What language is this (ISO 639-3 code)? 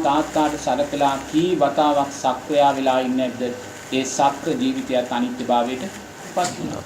sin